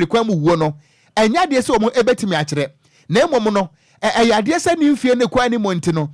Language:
Akan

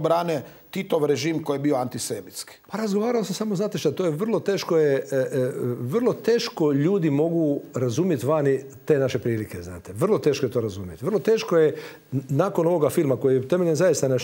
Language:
Croatian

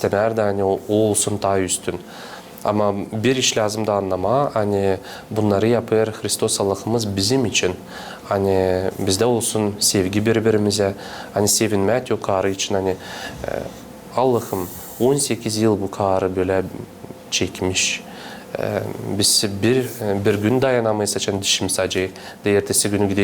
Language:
Gagauz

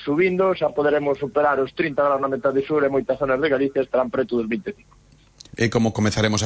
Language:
Galician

